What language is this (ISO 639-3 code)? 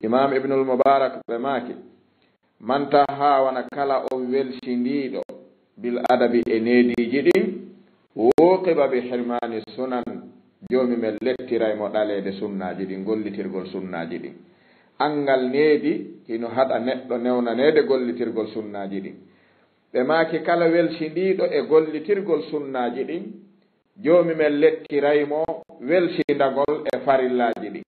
ful